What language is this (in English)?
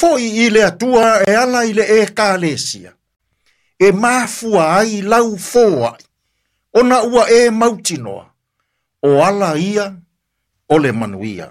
Samoan